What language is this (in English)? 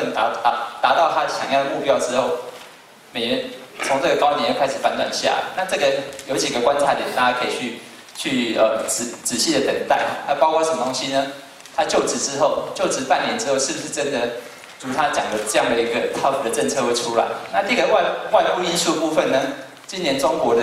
Chinese